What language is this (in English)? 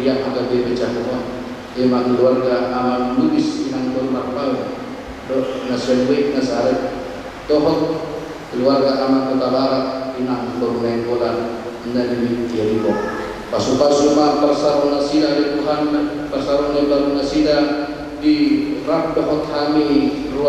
Batak Toba